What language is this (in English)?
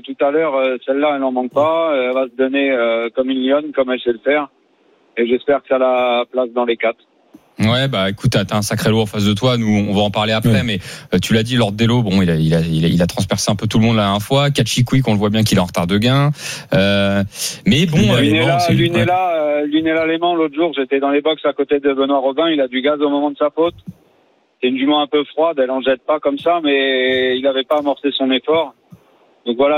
French